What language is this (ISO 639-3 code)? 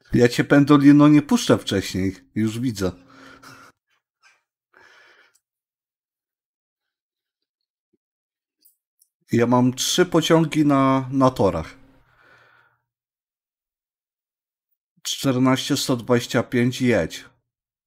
pol